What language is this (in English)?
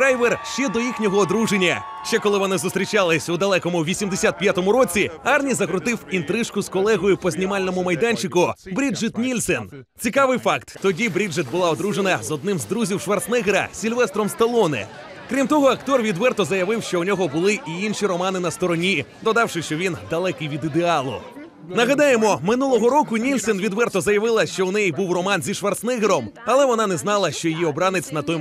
Ukrainian